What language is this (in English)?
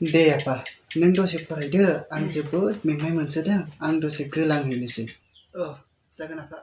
Bodo